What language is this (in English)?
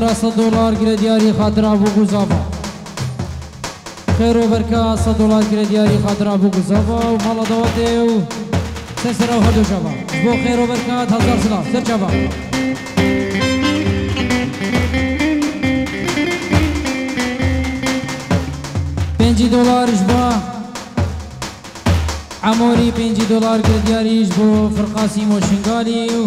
Kurdish